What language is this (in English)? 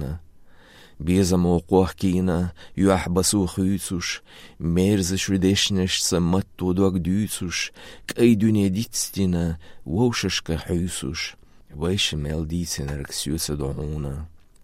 Lithuanian